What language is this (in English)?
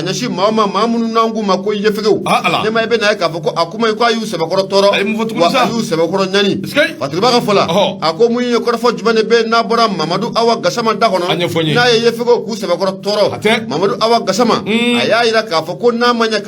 Bambara